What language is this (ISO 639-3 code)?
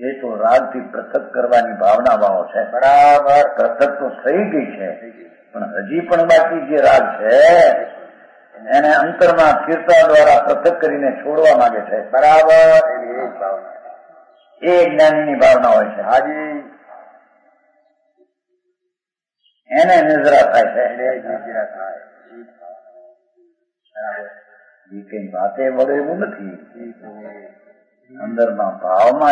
guj